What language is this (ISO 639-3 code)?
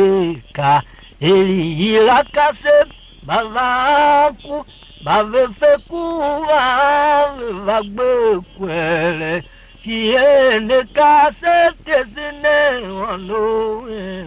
tiv